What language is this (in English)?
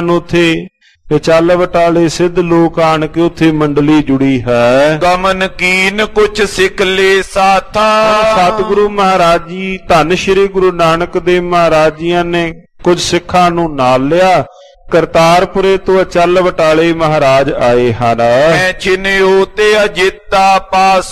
Punjabi